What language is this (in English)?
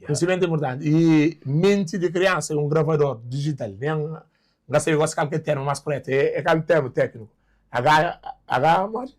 Kabuverdianu